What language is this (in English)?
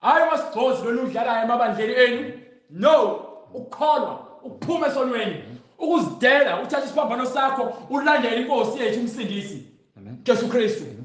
Zulu